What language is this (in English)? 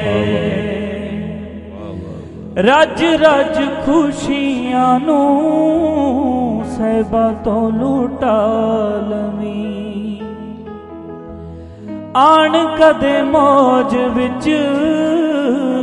Punjabi